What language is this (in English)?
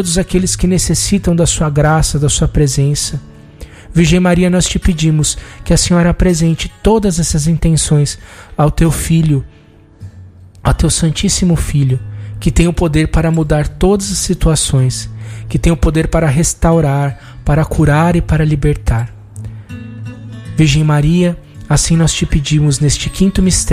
Portuguese